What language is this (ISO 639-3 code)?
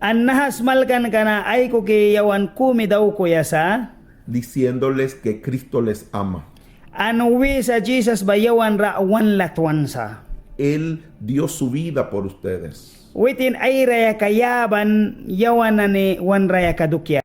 miq